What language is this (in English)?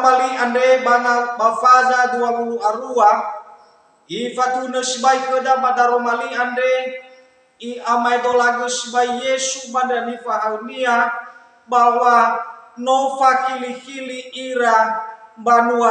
Nias